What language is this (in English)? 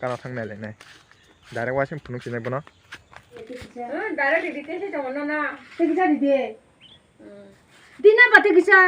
Kok Borok